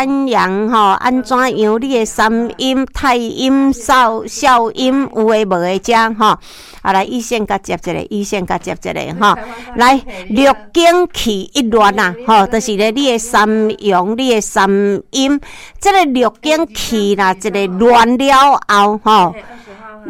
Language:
Min Nan Chinese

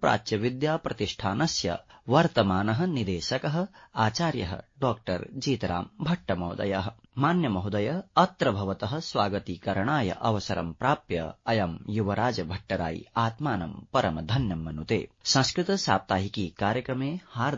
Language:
Sanskrit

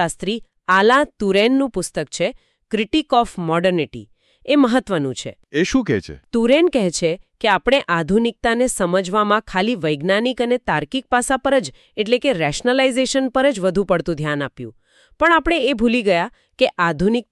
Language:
Gujarati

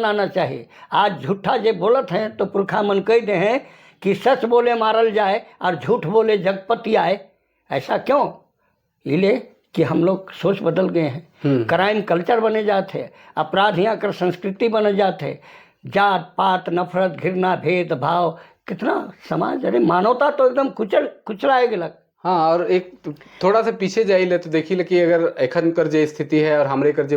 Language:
Sadri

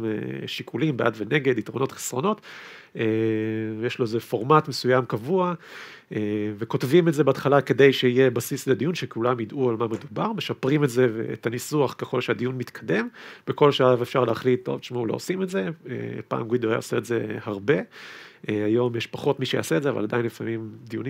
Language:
Hebrew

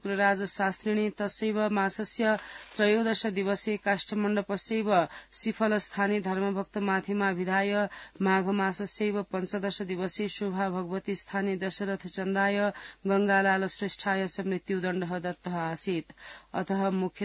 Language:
Sanskrit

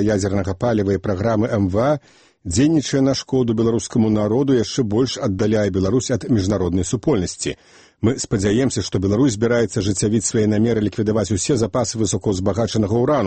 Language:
Belarusian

